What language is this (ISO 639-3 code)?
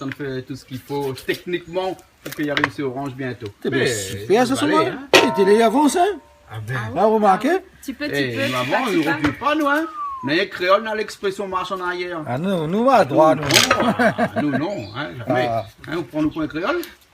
rcf